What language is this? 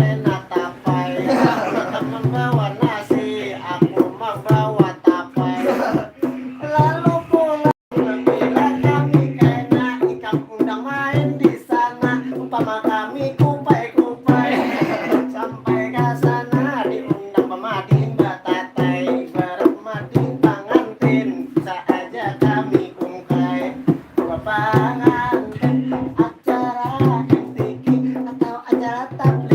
Banjar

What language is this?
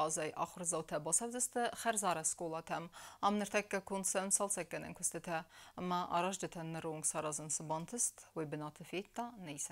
Ossetic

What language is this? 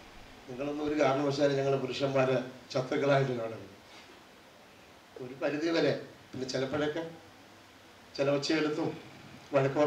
Malayalam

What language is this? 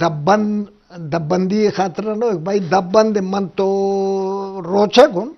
Eastern Balochi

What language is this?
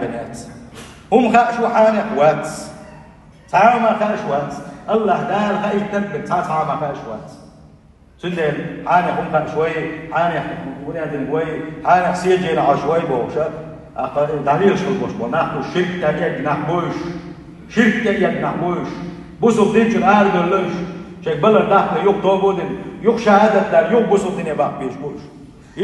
Chechen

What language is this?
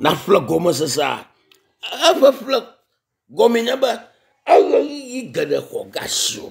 Ewe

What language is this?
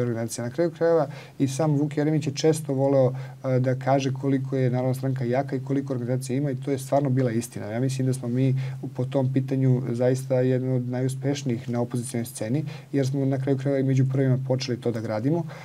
Serbian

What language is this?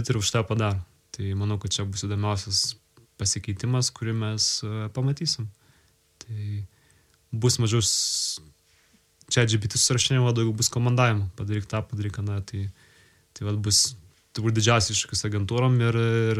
Lithuanian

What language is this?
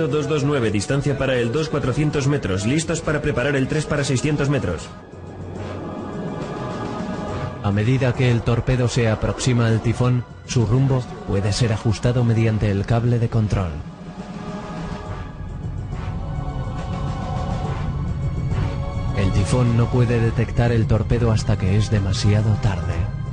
Spanish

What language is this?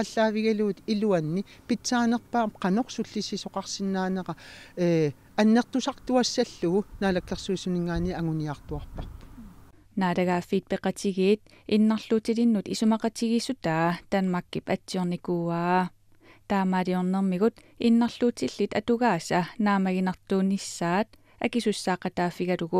Kalaallisut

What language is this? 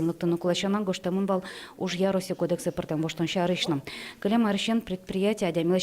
Udmurt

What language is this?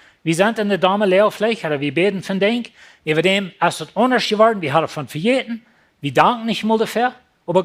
Plautdietsch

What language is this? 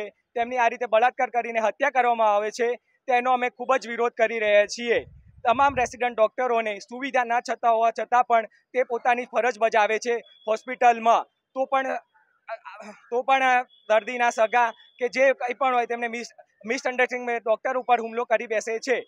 Gujarati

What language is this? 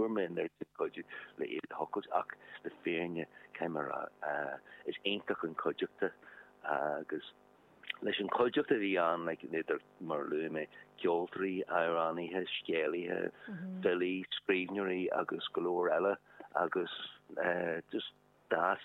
Irish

